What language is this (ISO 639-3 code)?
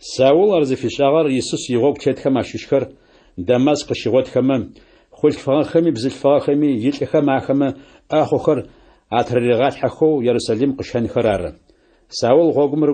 ady